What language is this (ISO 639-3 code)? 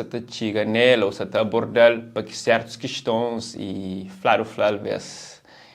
kea